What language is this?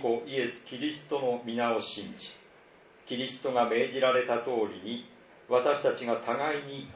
Japanese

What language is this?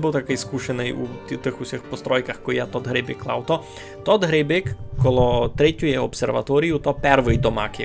Rusyn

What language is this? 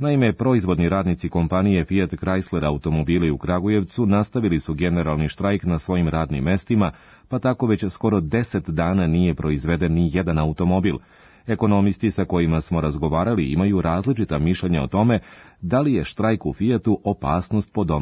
Serbian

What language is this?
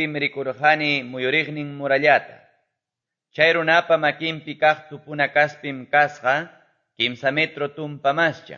Quechua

